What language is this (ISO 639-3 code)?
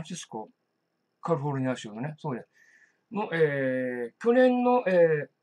jpn